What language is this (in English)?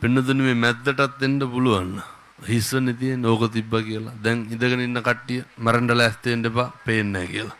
Sinhala